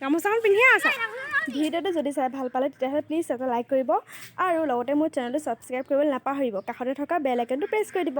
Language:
Assamese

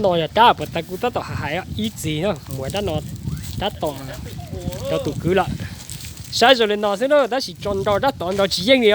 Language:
Hmong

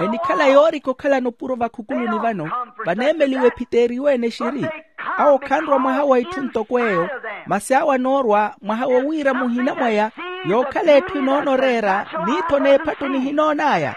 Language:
Makhuwa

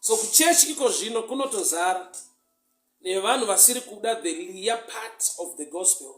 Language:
Shona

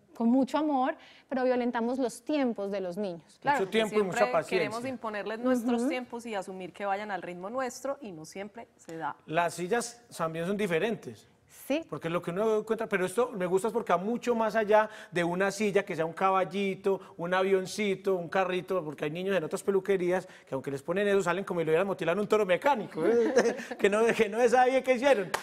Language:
Spanish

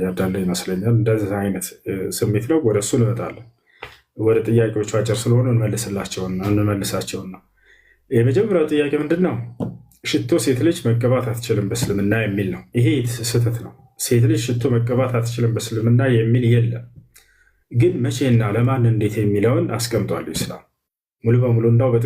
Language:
Amharic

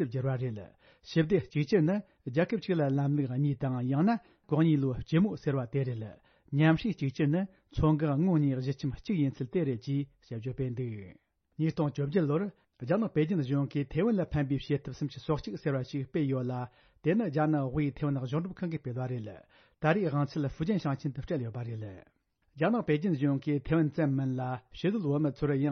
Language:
Tibetan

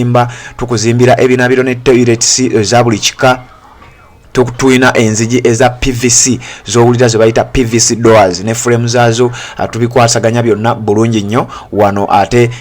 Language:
Ganda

